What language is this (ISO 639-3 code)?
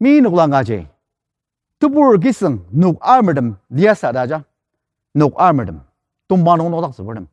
njo